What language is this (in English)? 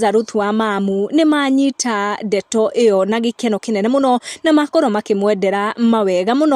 Kikuyu